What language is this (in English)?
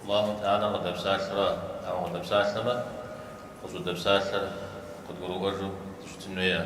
Kabardian